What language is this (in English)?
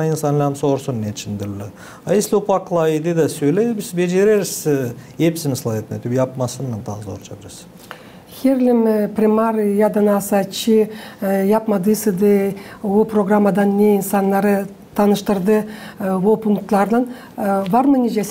Gagauz